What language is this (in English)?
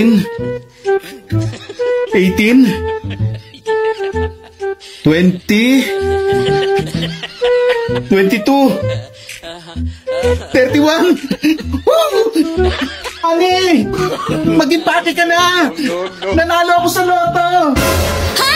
Filipino